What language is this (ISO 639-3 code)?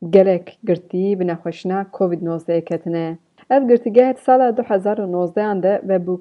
kur